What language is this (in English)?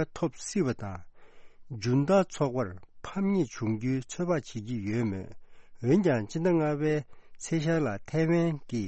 Tibetan